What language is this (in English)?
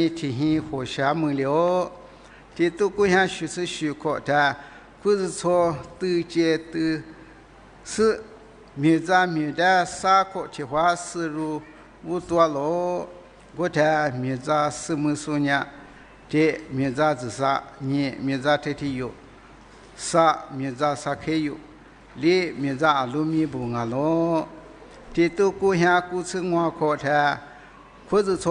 Lisu